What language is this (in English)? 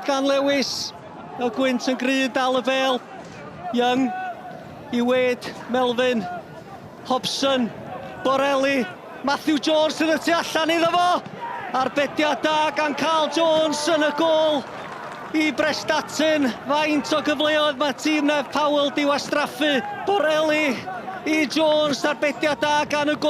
Welsh